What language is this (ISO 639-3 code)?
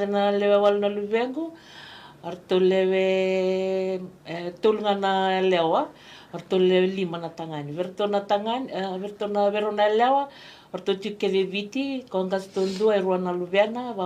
fij